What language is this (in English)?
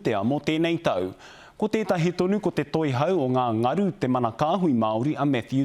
Māori